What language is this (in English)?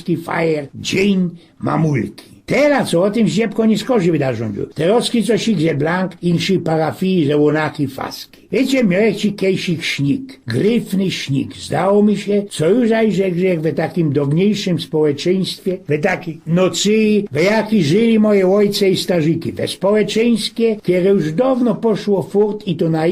Silesian